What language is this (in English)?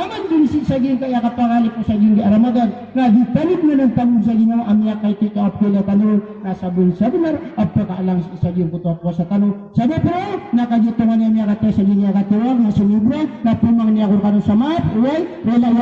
Maranao